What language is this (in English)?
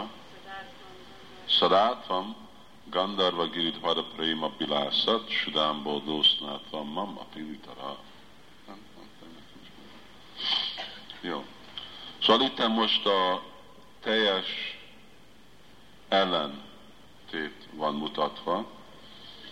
Hungarian